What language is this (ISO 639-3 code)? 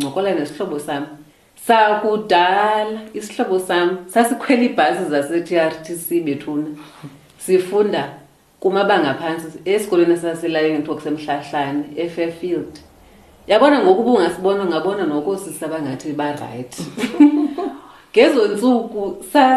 xho